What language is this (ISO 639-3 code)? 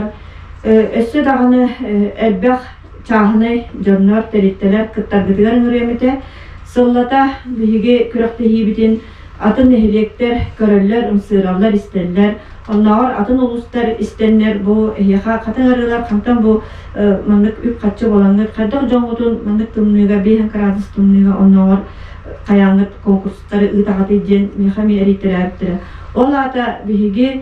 sah